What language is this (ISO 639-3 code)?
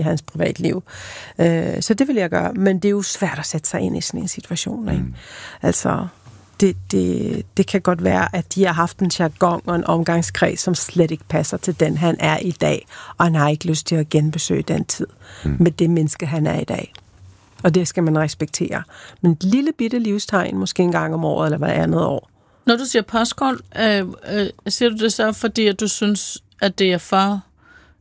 dan